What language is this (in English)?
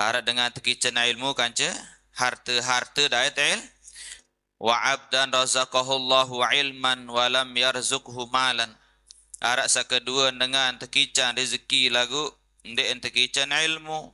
Sasak